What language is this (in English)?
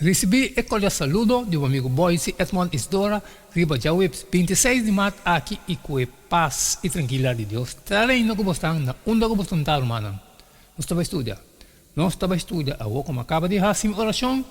Papiamento